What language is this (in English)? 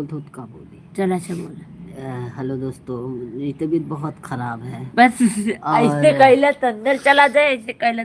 Awadhi